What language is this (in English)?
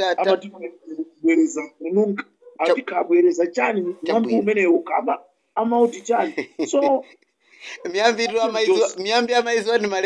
Nyanja